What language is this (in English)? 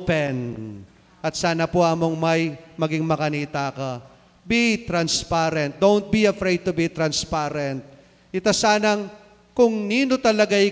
Pampanga